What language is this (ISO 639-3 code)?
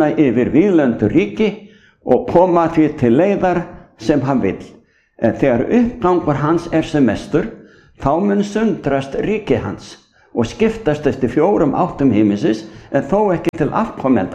isl